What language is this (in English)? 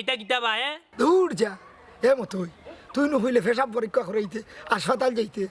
Sylheti